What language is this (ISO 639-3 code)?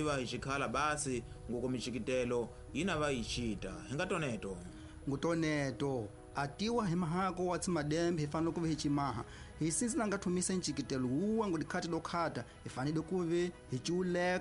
tso